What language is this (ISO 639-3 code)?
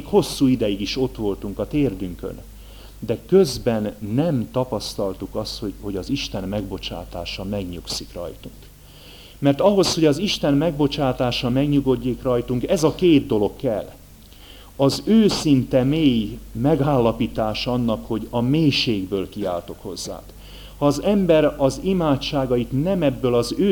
hun